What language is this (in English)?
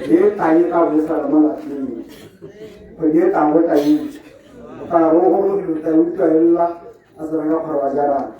Tswana